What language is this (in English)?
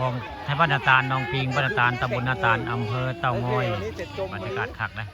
Northeastern Thai